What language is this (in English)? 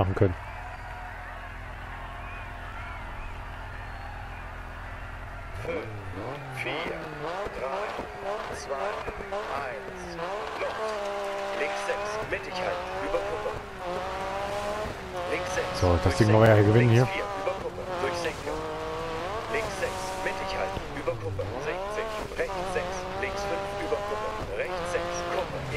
German